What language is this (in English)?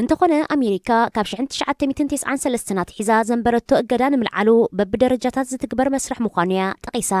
Tigrinya